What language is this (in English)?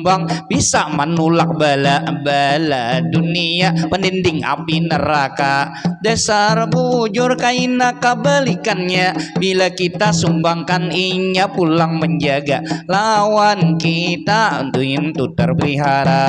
Banjar